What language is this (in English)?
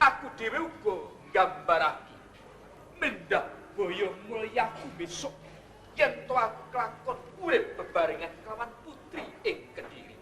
Javanese